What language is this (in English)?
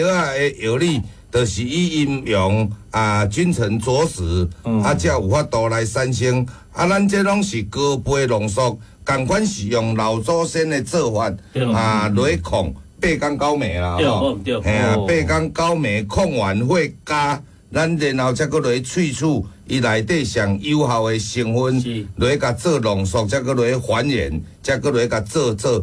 Min Nan Chinese